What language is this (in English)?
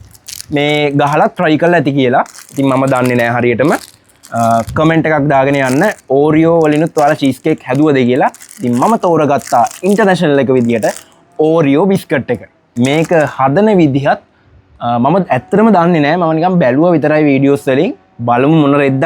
Sinhala